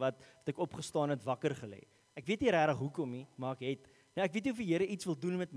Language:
Afrikaans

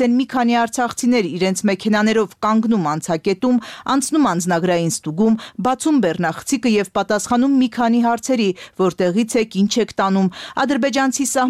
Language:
Armenian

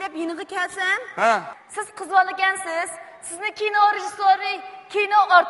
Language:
Uyghur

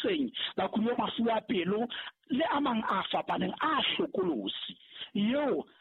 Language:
Southern Sotho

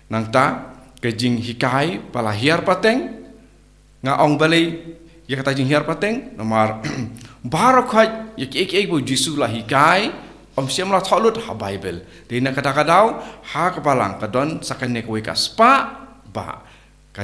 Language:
Khasi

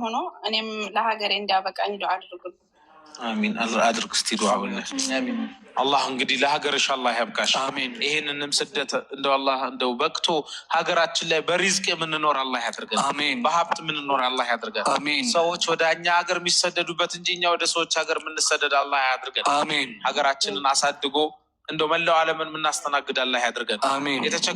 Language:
Amharic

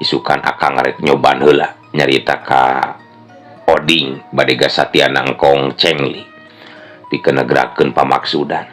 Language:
Sundanese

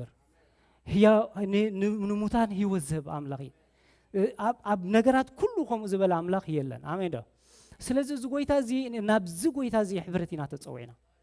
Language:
Tigrinya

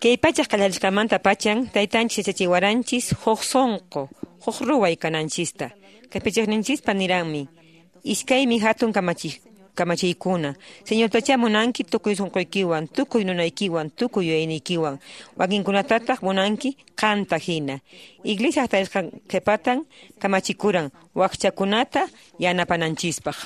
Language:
Quechua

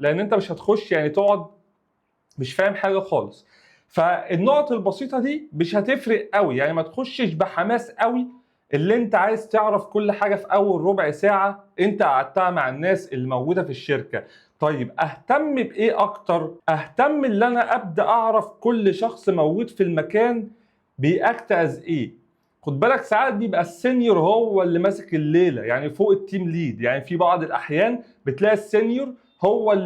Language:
Egyptian Arabic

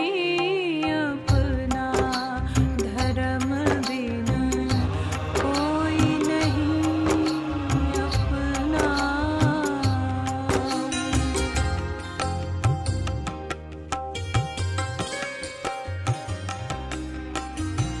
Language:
Hindi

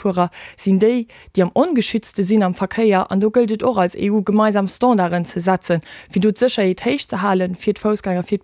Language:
Luxembourgish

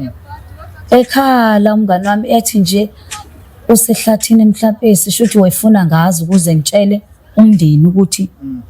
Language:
Zulu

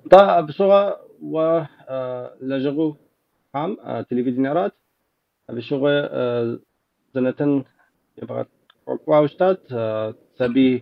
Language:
Kabardian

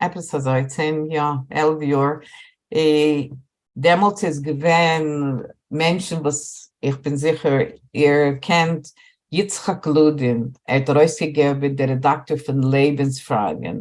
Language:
Yiddish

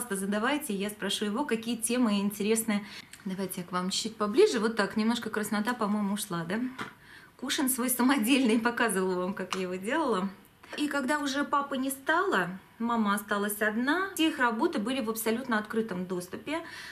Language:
Russian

